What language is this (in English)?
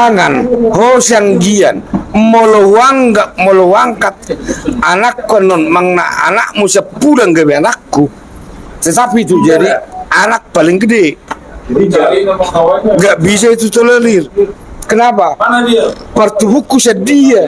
Batak Toba